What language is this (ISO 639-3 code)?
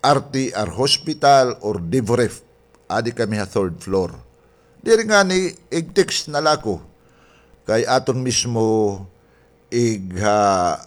war